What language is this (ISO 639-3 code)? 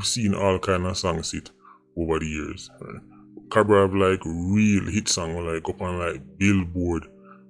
jam